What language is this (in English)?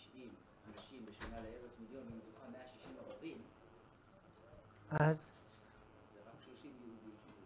Hebrew